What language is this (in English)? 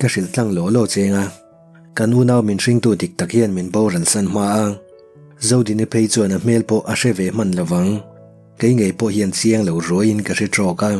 Mizo